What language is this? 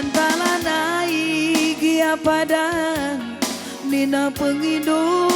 Batak Karo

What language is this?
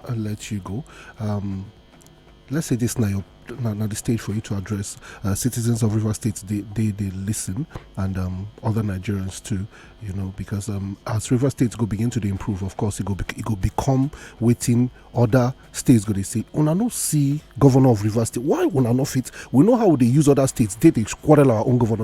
Nigerian Pidgin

